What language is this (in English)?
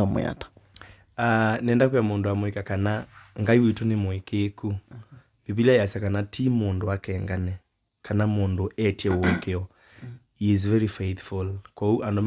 Kamba